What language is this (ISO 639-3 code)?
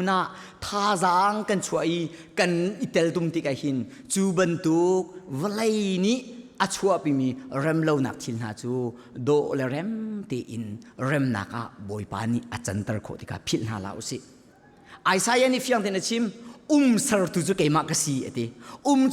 cnh